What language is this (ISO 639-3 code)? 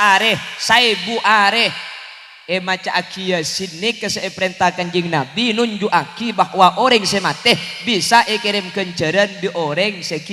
mad